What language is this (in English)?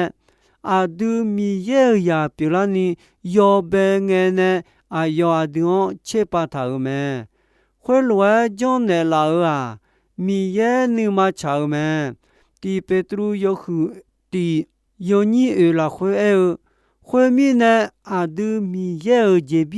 Akha